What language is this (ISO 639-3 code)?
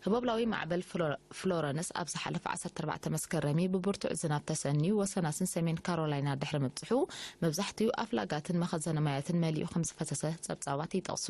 tir